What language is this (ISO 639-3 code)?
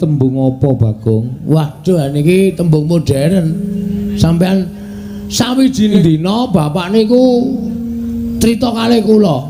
jav